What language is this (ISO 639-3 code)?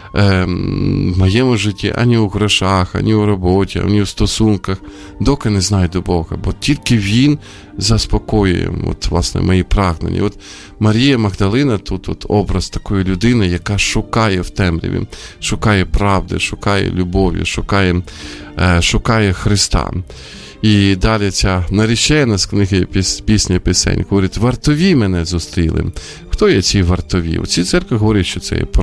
ukr